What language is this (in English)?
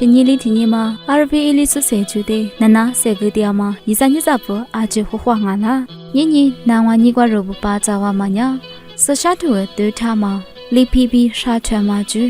Lisu